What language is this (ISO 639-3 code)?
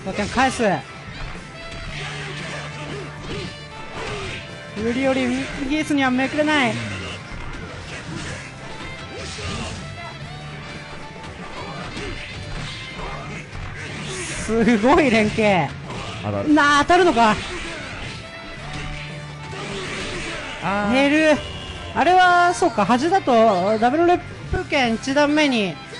jpn